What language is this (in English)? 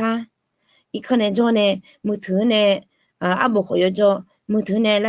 Akha